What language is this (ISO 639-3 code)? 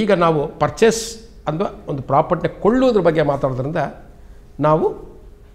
kan